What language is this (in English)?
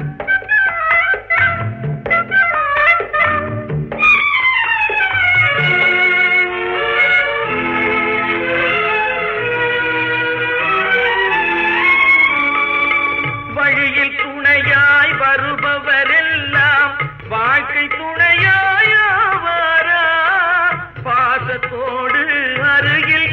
Tamil